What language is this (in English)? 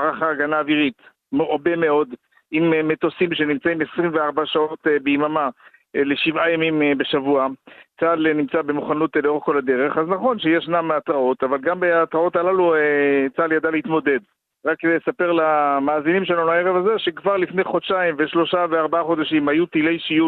Hebrew